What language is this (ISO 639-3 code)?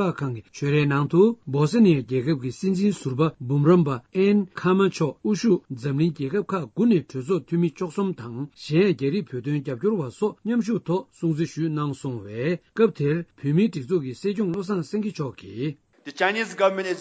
bod